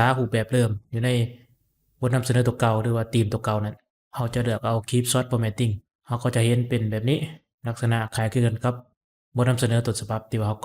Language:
Lao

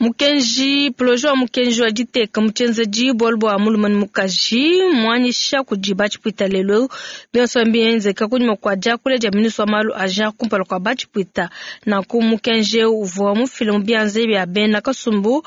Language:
Luba-Lulua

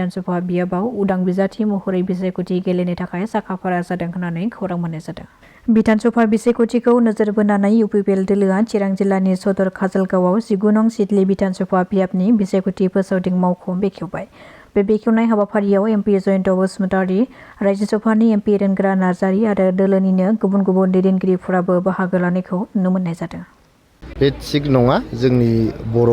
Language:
Bodo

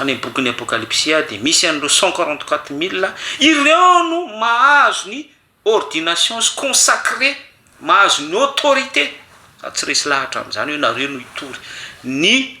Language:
Malagasy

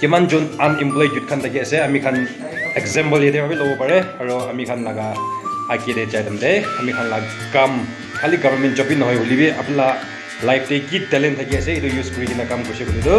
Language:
Naga Pidgin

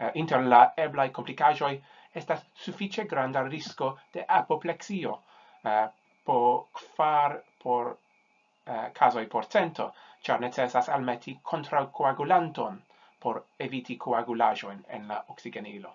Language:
Esperanto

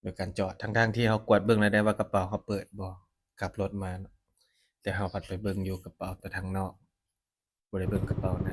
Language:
Lao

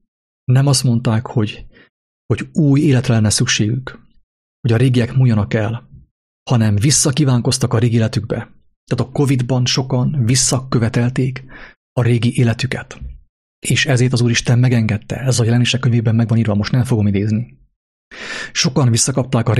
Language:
Hungarian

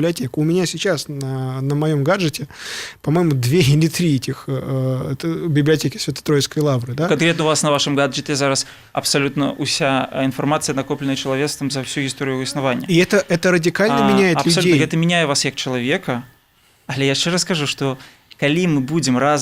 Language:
Belarusian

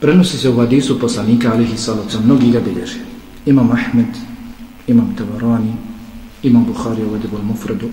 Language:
Bosnian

